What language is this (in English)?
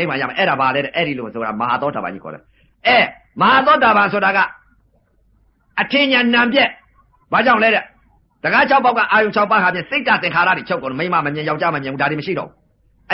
Burmese